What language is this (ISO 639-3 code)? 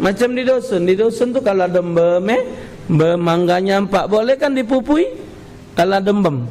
mui